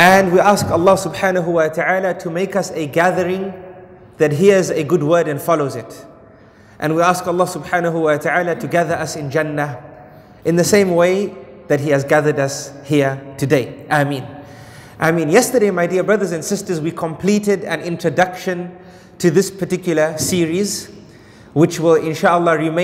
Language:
English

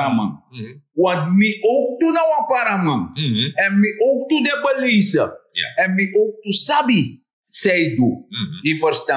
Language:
Sranan Tongo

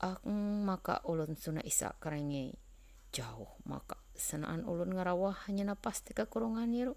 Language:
Ma'anyan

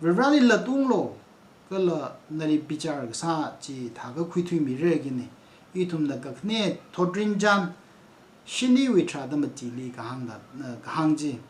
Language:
Tangkhul Naga (India)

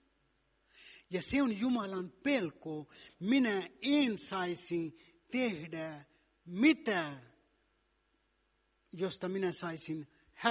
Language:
Finnish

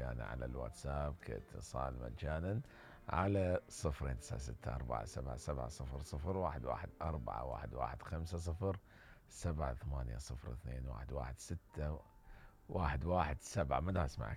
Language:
Mesopotamian Arabic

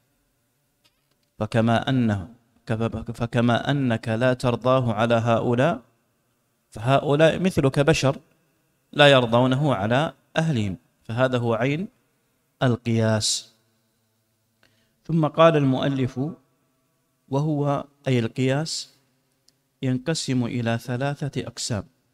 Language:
Arabic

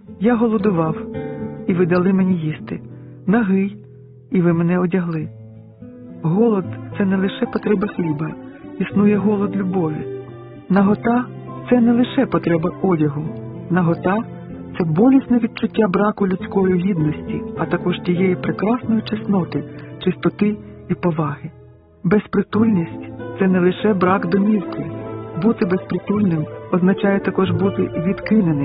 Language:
Ukrainian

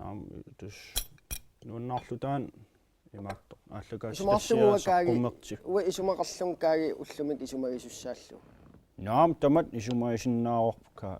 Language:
Kalaallisut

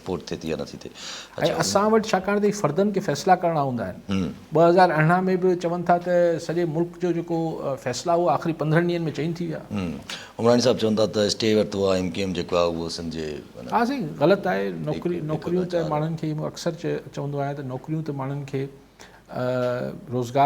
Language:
Sindhi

